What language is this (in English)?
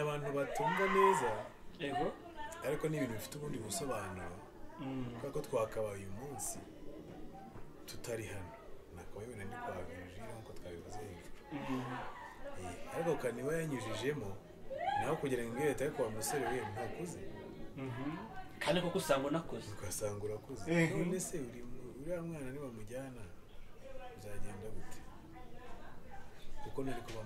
Kinyarwanda